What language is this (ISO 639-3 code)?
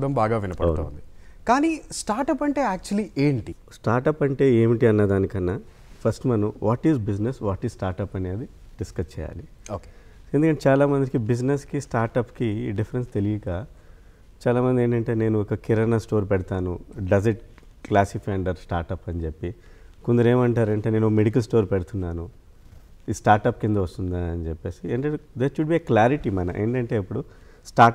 tel